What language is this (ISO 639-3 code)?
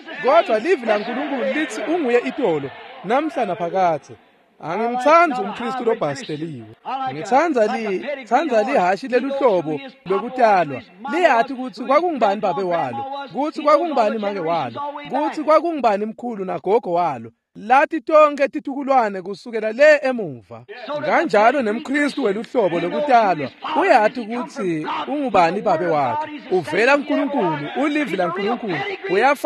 ssw